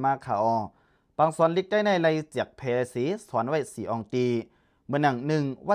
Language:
Lao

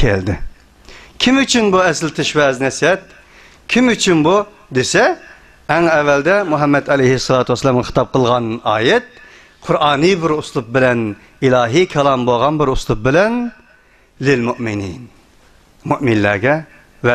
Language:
Uyghur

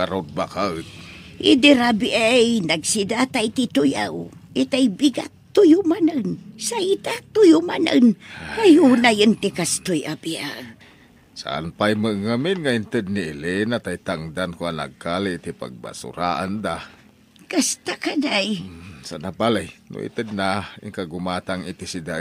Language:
Iloko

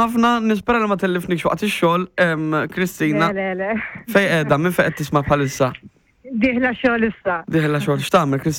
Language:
Maltese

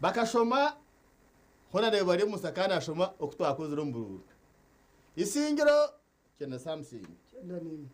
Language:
Nyankole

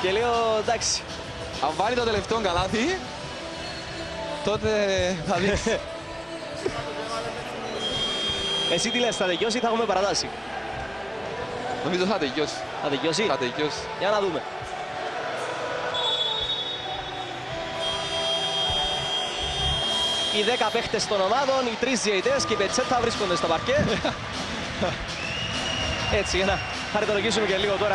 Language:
Greek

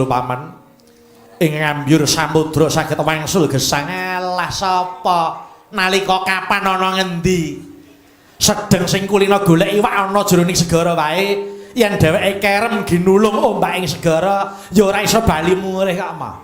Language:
Javanese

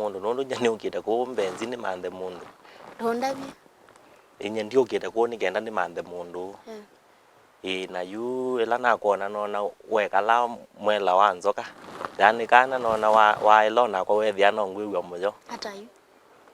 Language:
Kamba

